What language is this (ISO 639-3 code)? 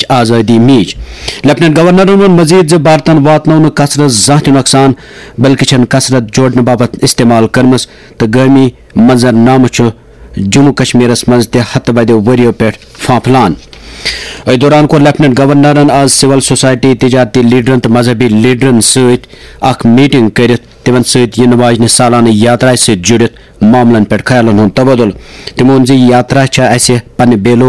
kas